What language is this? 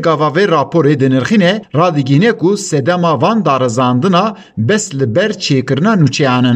Kurdish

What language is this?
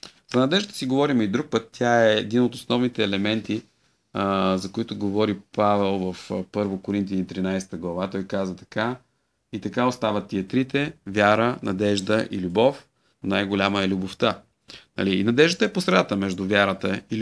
Bulgarian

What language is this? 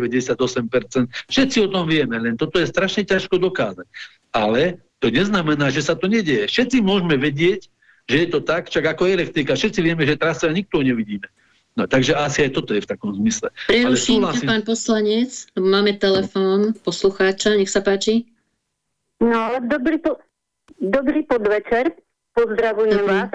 Slovak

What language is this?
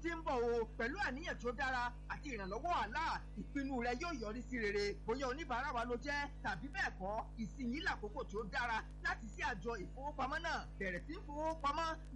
Yoruba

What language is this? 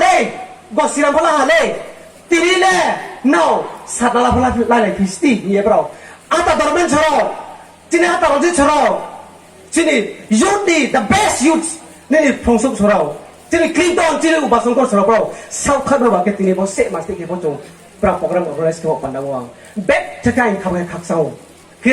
Riang (India)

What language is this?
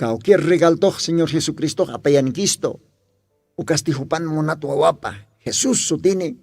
Aymara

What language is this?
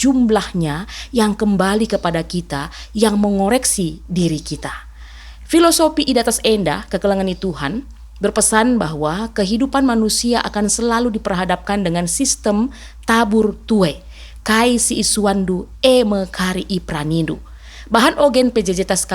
Batak Karo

